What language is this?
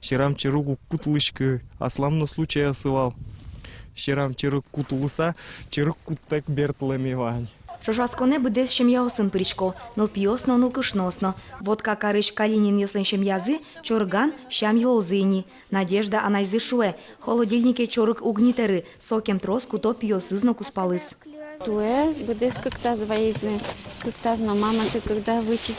Udmurt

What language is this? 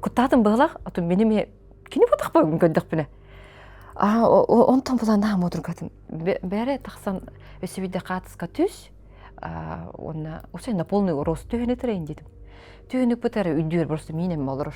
Yakut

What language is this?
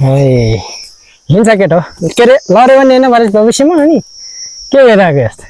Nepali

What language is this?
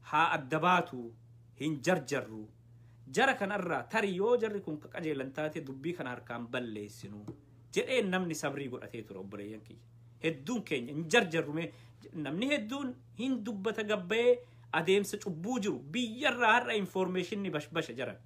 Oromo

